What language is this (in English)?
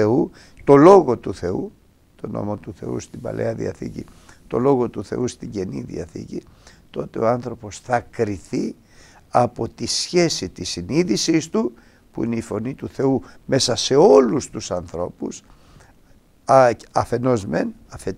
Greek